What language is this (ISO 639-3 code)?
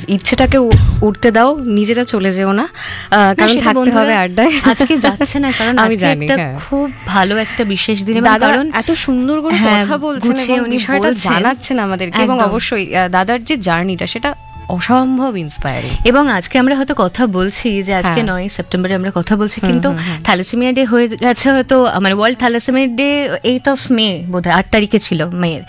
ben